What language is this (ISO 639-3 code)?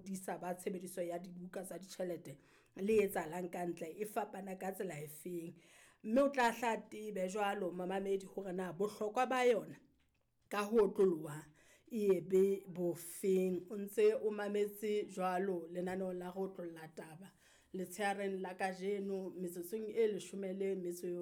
sot